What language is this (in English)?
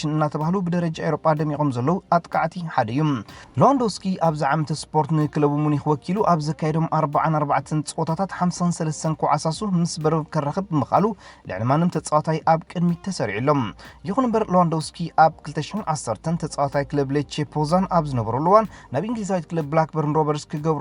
Tigrinya